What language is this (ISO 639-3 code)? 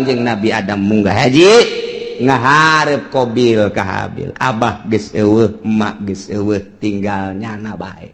sun